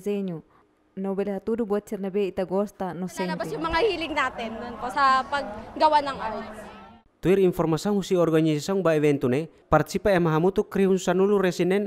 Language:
Tetum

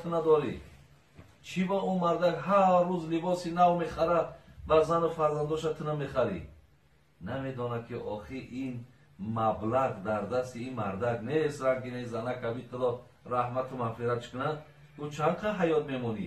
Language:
Tajik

